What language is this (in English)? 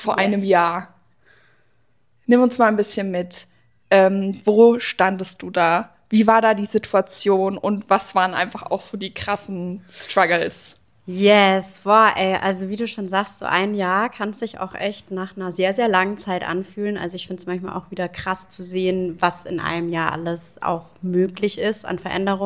German